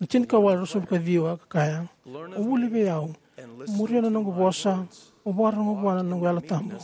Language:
Fijian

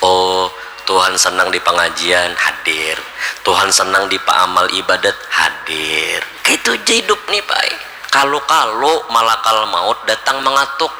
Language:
Banjar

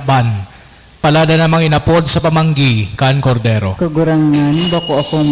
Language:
Bikol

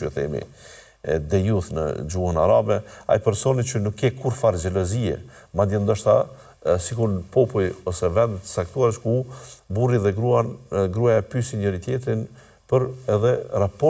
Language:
Albanian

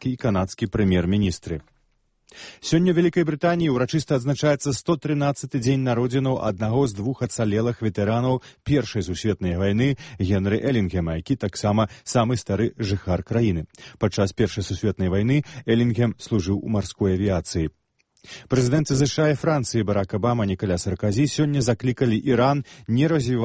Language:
Belarusian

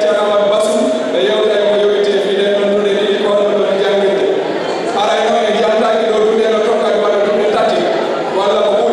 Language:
Fula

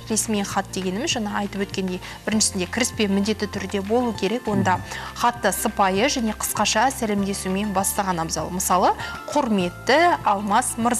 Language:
Kazakh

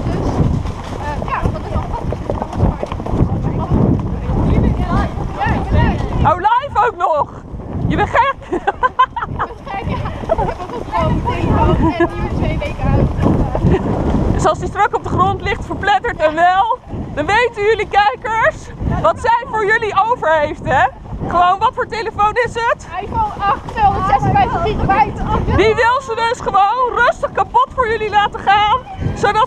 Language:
Dutch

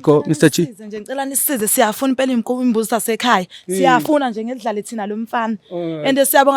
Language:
Zulu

